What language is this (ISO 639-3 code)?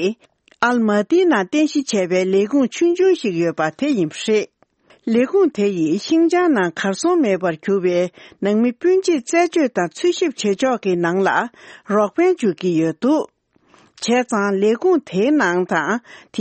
bod